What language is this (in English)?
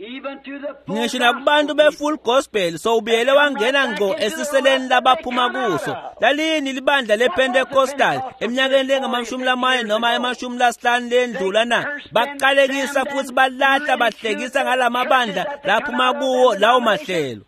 Swati